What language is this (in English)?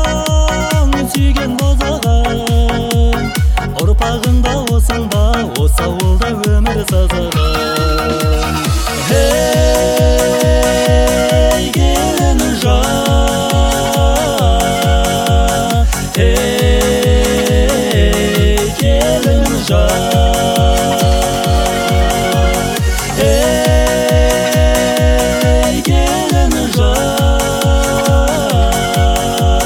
Kazakh